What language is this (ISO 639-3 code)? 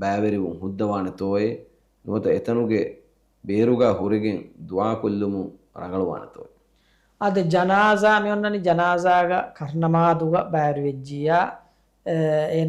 div